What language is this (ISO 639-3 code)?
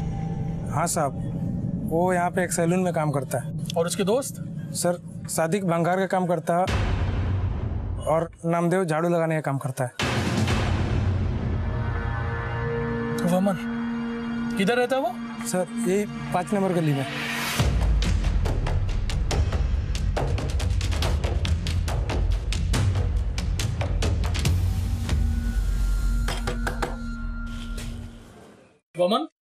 hin